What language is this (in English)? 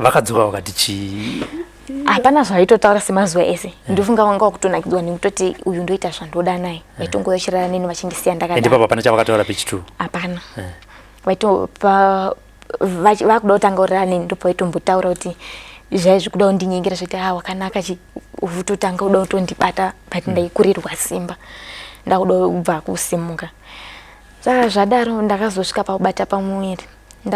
Shona